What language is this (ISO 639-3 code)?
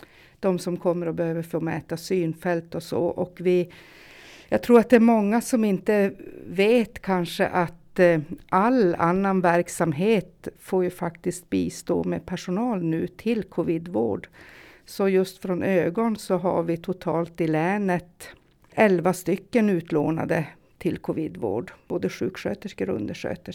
swe